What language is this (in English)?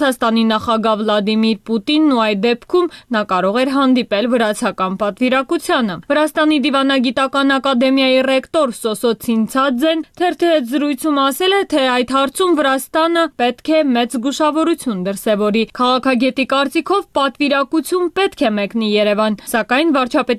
Armenian